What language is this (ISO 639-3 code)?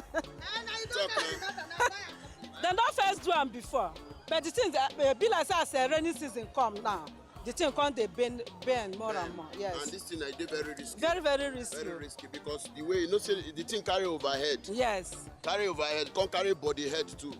pcm